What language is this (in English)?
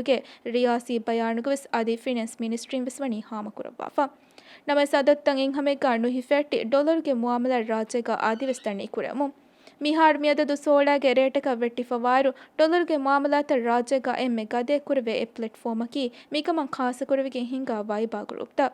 Divehi